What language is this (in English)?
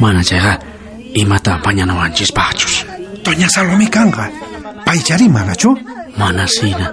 South Bolivian Quechua